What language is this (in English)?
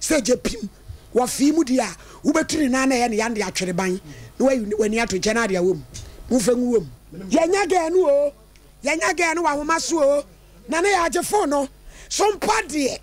Akan